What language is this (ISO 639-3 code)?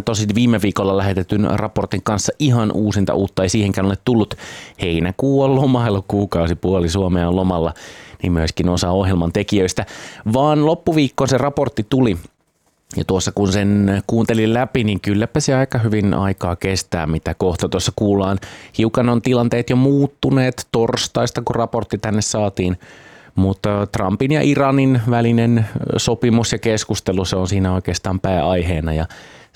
fin